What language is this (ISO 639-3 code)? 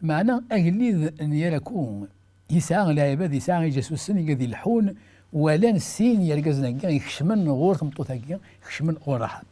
kab